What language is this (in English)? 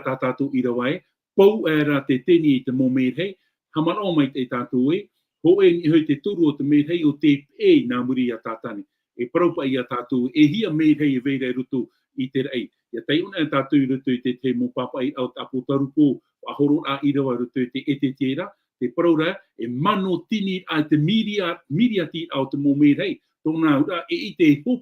Tahitian